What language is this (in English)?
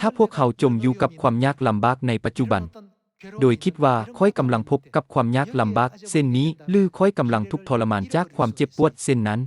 Lao